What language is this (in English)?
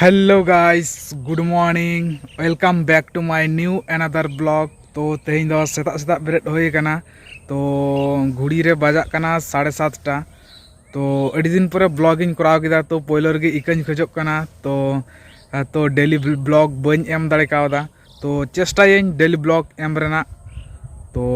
Santali